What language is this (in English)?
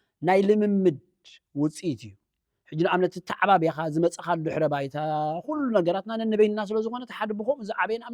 Tigrinya